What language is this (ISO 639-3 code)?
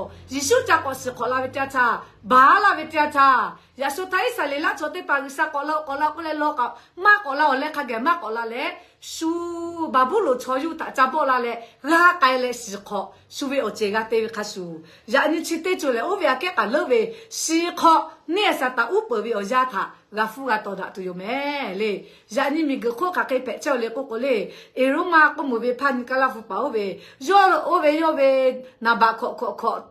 lhu